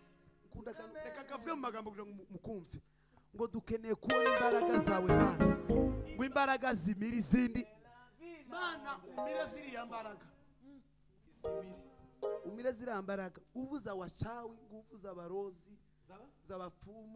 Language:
Kinyarwanda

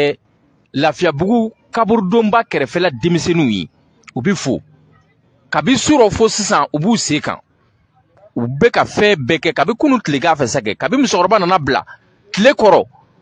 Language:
Bambara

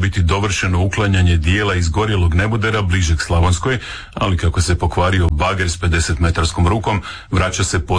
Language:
Croatian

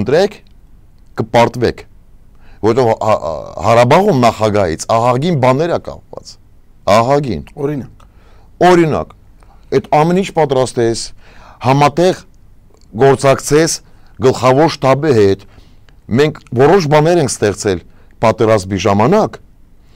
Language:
Armenian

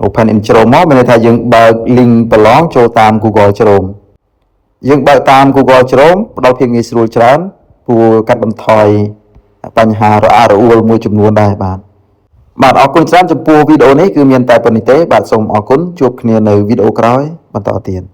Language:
Khmer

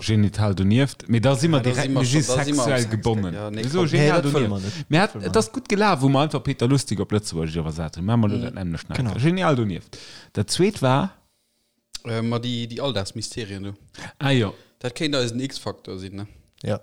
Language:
Luxembourgish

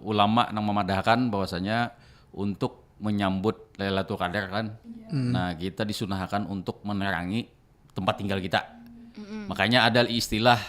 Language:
Banjar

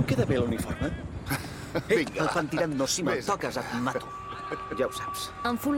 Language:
Catalan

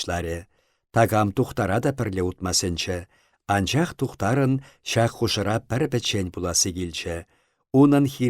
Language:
Chuvash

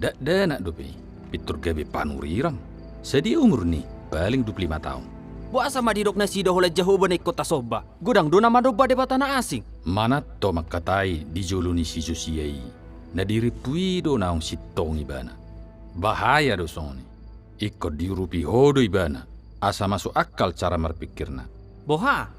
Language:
Batak Toba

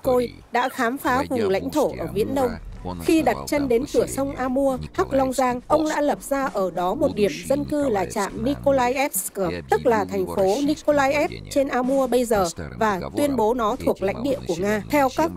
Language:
Vietnamese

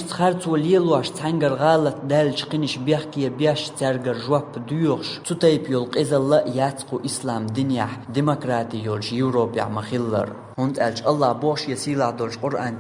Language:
Chechen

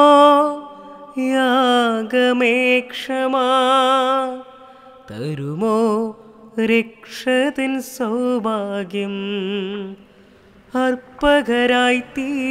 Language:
Malayalam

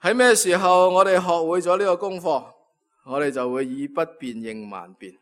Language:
Cantonese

